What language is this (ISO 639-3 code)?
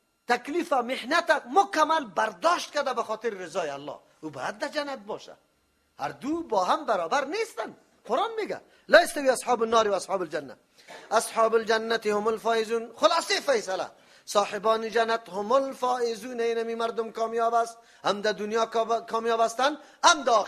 fas